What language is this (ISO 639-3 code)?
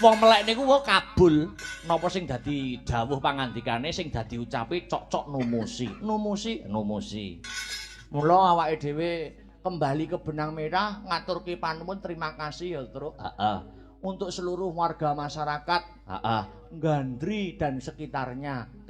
jav